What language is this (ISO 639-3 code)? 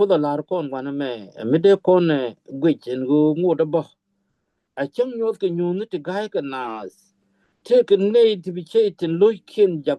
nus